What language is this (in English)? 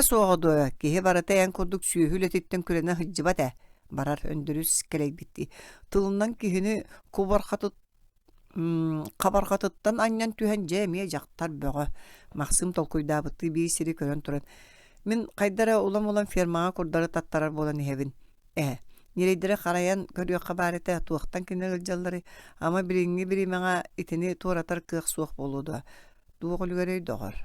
Yakut